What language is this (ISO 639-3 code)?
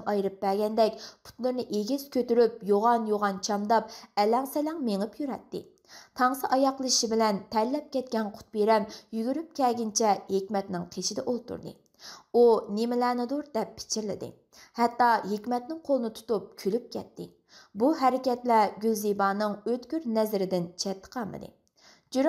uig